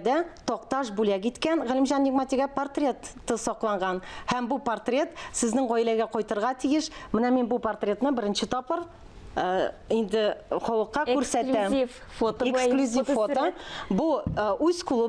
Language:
Tatar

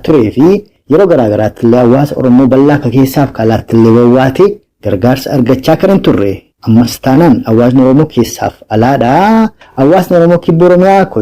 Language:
Oromo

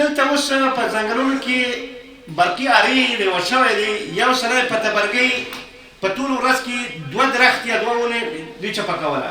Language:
Pashto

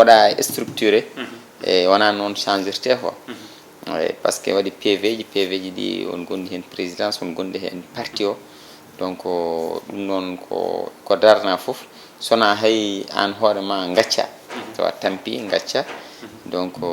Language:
Fula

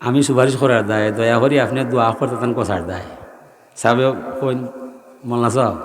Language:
Sylheti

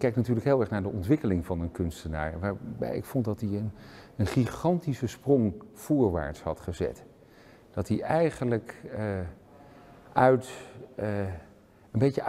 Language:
Dutch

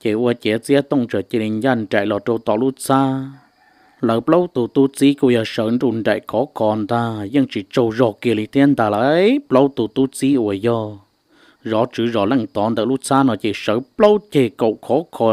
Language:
Hmong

